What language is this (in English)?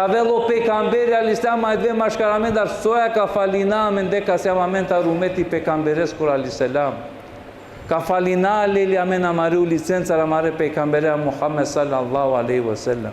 Balkan Romani